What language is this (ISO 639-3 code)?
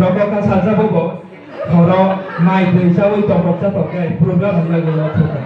trp